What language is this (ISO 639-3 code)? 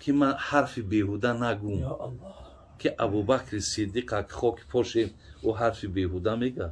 tgk